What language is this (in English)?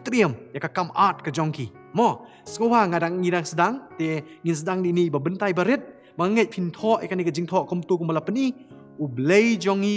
Khasi